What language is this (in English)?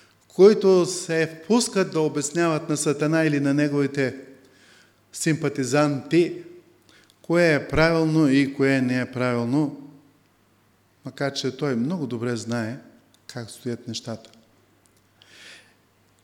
Bulgarian